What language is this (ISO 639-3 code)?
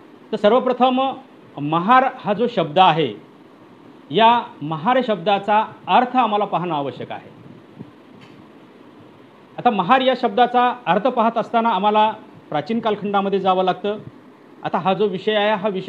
mar